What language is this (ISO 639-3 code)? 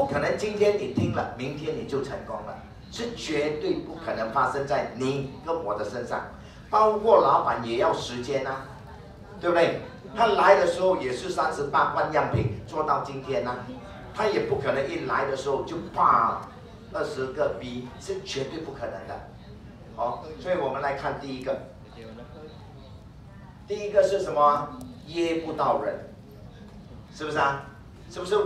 zho